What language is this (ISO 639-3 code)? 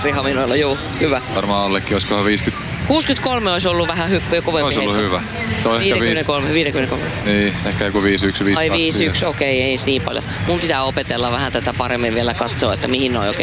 fin